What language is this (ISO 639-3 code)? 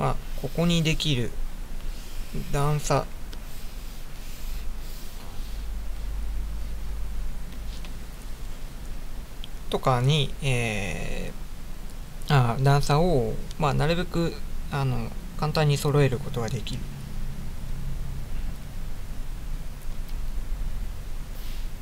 jpn